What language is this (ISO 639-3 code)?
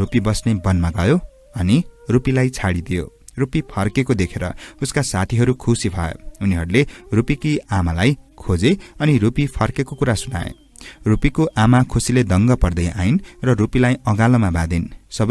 nep